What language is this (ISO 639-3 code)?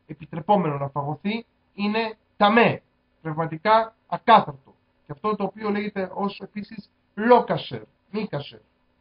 ell